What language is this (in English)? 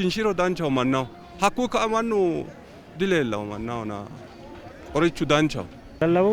Sidamo